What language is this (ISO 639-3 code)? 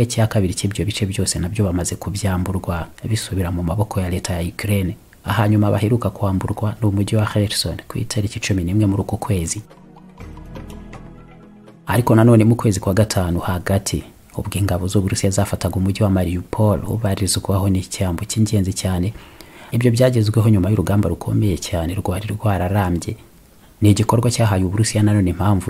kin